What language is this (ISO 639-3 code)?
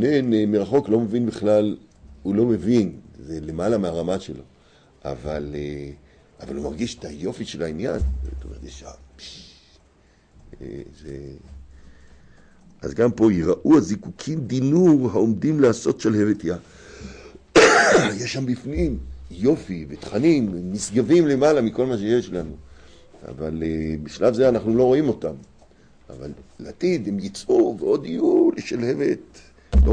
heb